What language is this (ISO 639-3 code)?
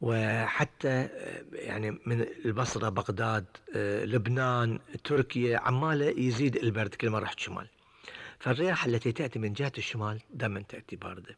afb